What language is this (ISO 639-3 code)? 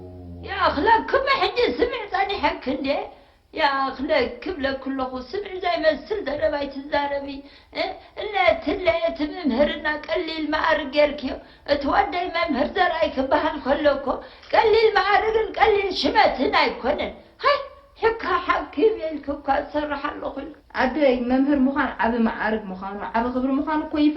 tir